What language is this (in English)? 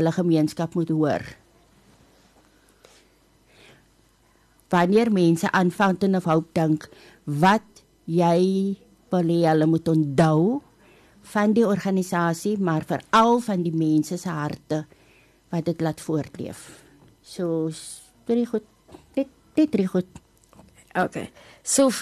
Afrikaans